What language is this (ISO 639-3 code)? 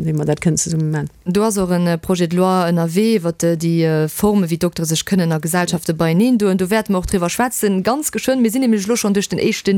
ltz